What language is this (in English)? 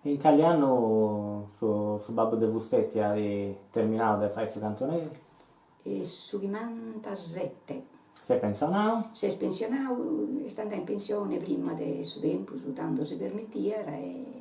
Sardinian